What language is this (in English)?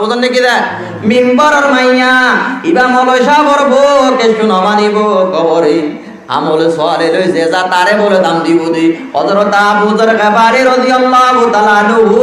Rohingya